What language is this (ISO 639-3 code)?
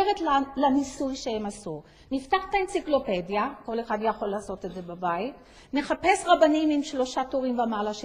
heb